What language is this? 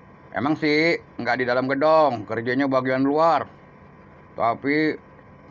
Betawi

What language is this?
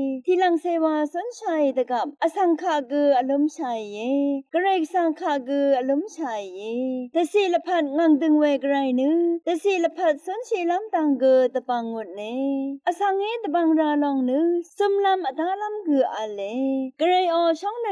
Rawang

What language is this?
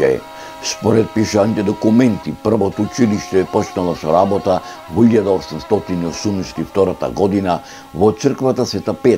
Macedonian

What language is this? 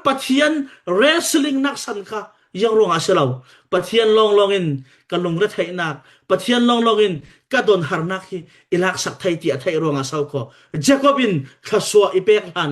Falam Chin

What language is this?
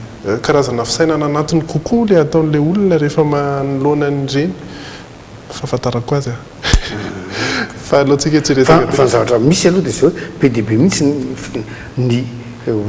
Malagasy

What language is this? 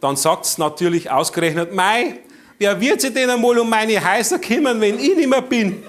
Bavarian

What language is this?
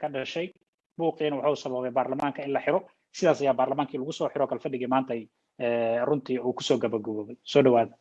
Somali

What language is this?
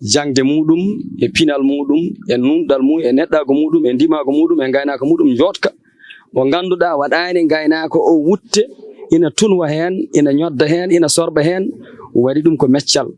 Fula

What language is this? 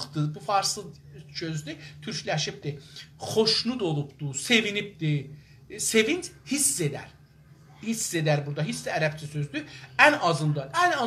South Azerbaijani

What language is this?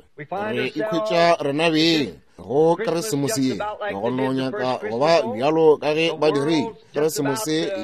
Northern Sotho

